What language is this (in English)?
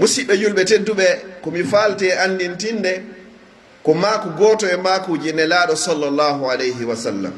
Pular